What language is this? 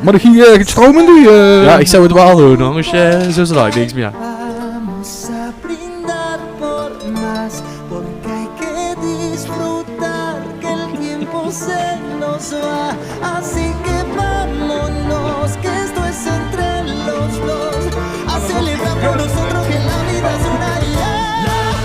Limburgish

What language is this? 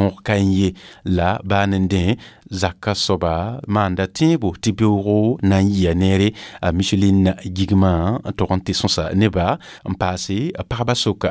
Mossi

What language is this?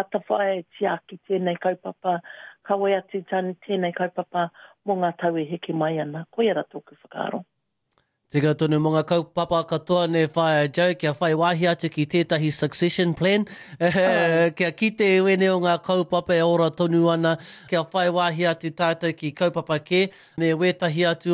Māori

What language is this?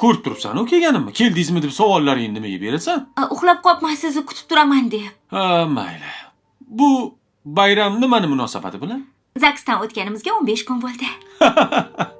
Uzbek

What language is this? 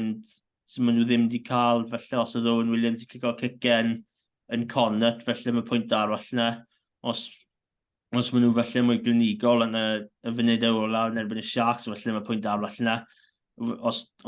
Welsh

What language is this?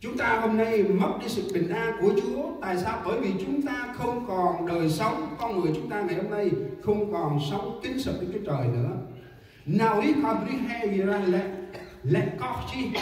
Central Mnong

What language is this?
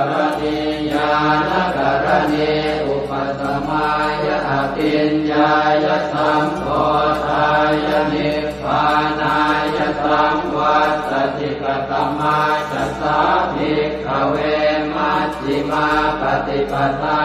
Pali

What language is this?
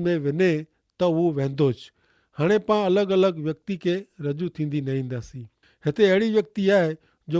Kachhi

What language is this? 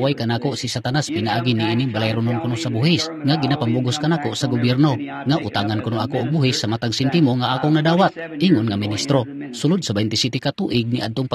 Cebuano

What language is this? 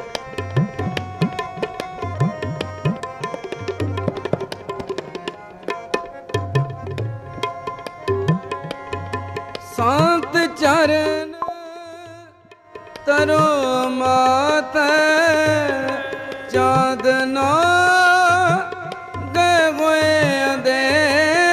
Punjabi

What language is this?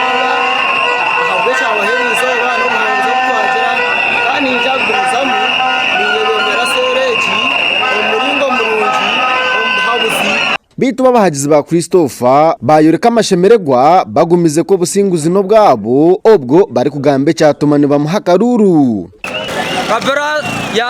Nyankole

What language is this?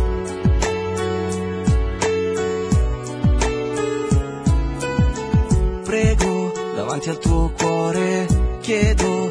Italian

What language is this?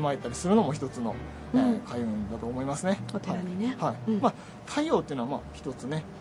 Japanese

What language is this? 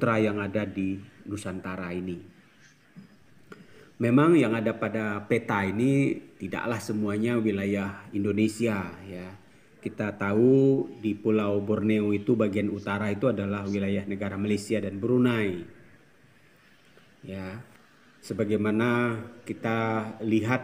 Indonesian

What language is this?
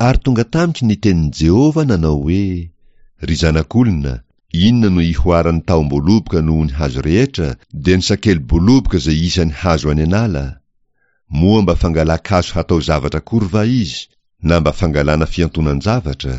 Malagasy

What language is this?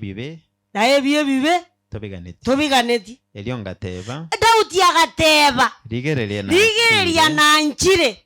Gusii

